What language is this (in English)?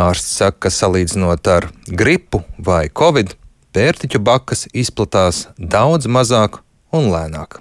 Latvian